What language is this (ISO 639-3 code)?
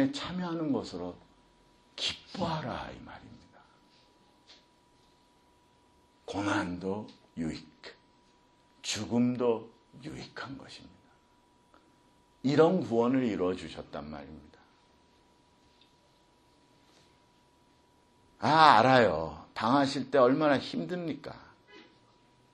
kor